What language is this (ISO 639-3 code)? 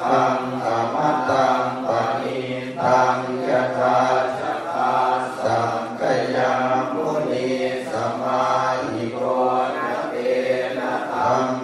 pli